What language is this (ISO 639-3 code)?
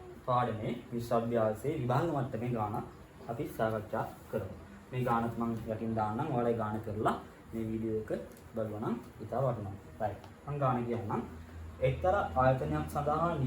sin